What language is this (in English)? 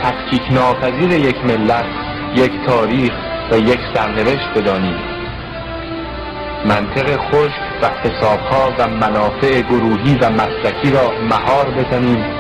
Persian